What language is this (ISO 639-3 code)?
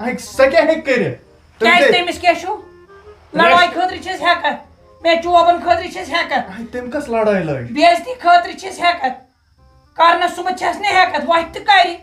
kas